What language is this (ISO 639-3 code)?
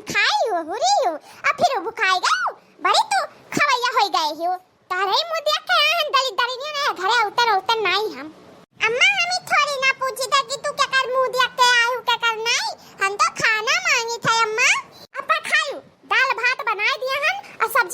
awa